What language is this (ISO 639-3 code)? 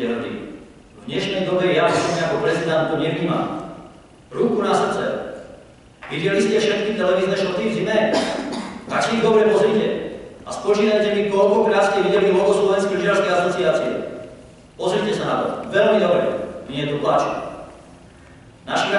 slk